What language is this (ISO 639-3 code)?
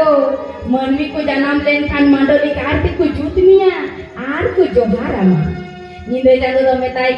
sat